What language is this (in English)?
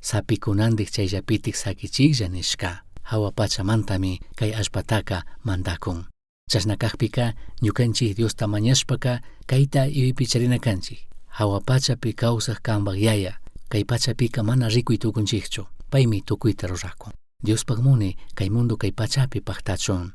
Chimborazo Highland Quichua